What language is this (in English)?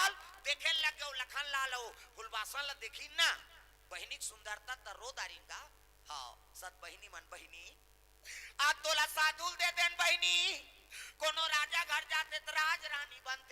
Chhattisgarhi